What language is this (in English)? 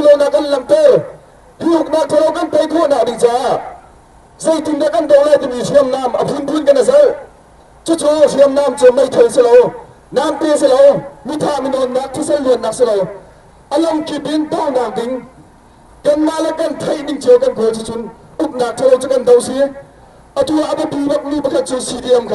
Hakha Chin